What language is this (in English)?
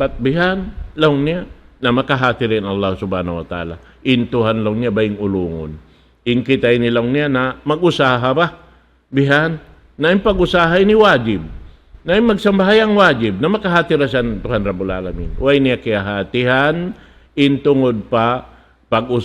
Tausug